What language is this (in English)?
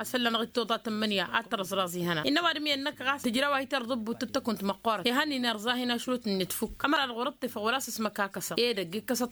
Tamasheq